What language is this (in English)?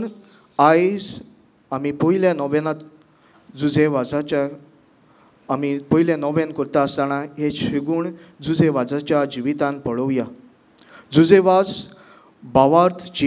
Konkani